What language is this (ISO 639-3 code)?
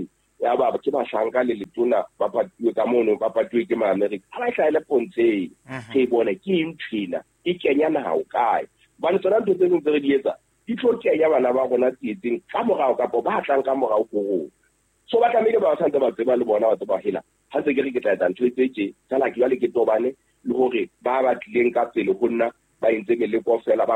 sot